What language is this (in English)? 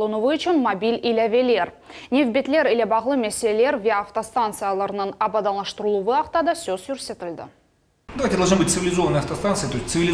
Crimean Tatar